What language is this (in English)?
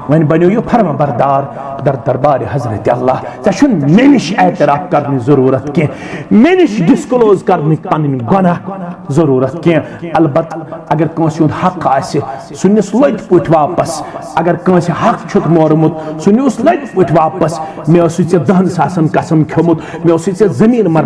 Kashmiri